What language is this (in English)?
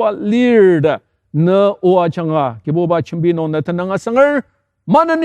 Ao Naga